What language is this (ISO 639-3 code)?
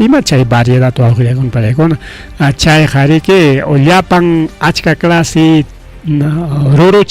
quy